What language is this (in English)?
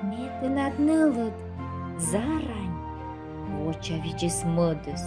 Komi